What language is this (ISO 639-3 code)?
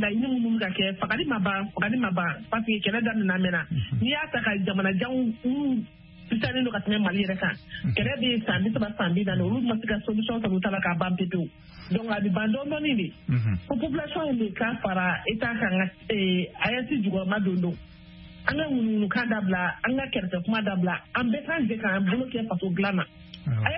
bam